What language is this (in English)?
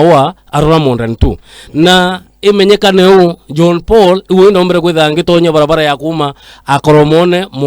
Meru